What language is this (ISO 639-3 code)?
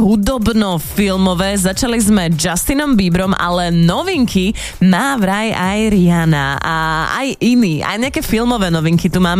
slk